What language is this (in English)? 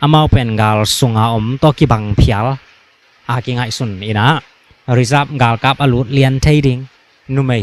Tedim Chin